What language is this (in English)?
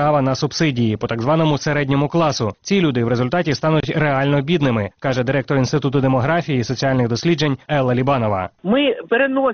Ukrainian